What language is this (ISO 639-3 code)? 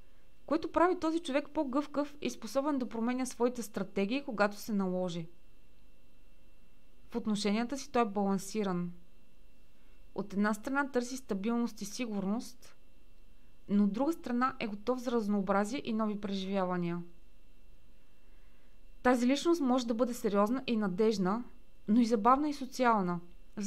bul